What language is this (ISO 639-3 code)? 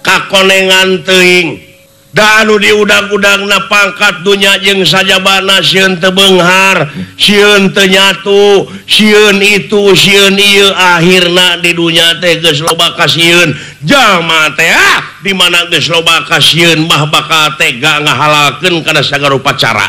sun